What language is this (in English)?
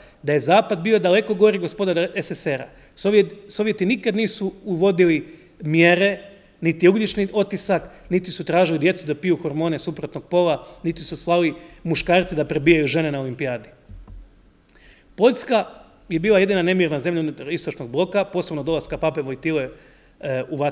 Croatian